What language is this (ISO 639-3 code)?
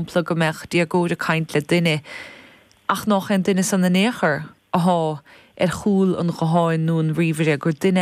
gle